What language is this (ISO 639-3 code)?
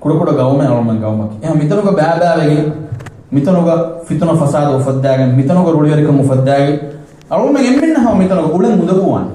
div